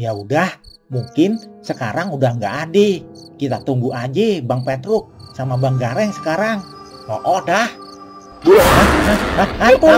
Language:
Betawi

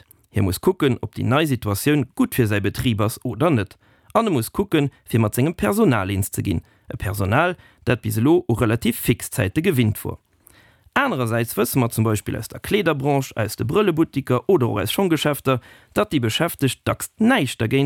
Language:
Luxembourgish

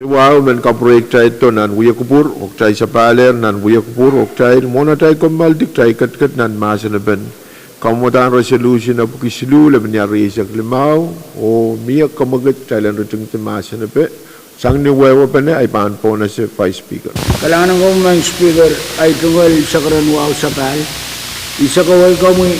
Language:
Pohnpeian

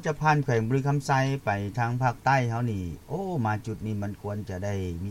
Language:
Lao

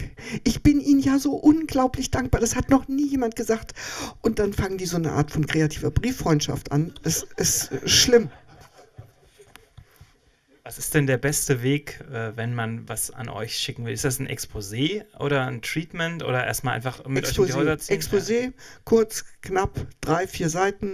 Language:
German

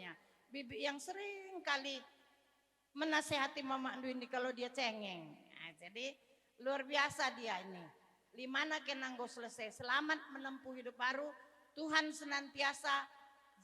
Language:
Batak Karo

